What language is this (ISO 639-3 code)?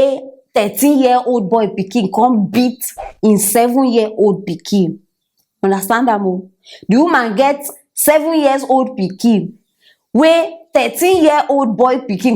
pcm